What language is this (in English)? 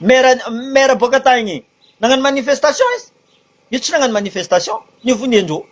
Malagasy